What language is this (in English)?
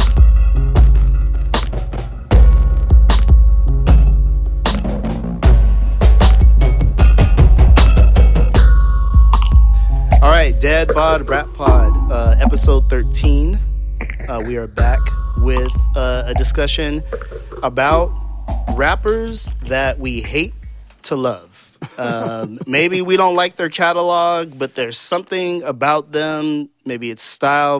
English